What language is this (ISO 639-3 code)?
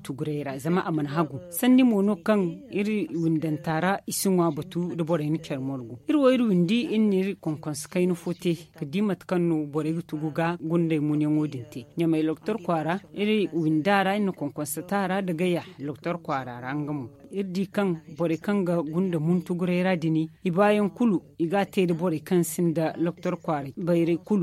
dje